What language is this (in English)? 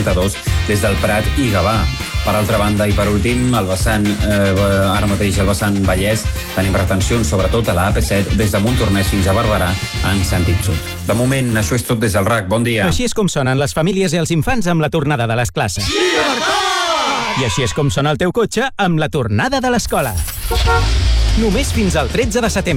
Catalan